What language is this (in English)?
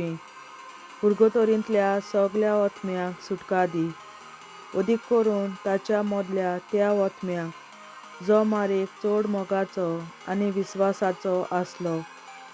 Konkani